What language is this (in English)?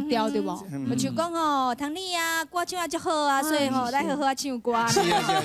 Min Nan Chinese